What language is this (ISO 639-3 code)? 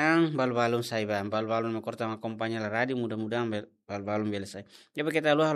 tet